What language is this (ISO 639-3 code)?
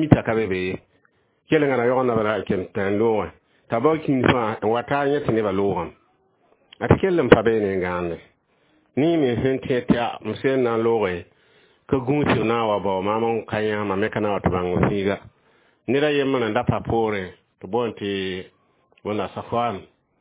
mos